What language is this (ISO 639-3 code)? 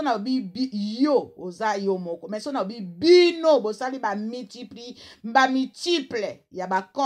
lin